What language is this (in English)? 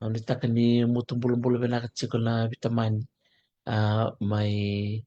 Fijian